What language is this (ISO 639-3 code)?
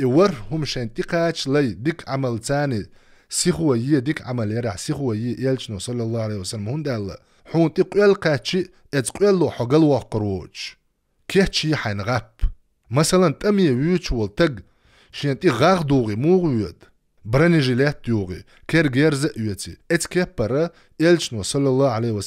che